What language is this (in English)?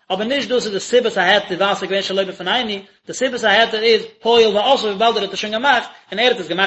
Yiddish